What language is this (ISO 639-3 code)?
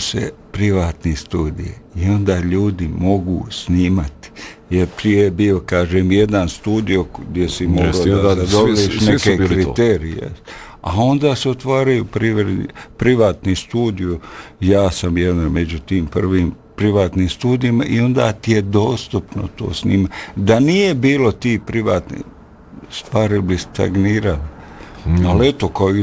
bos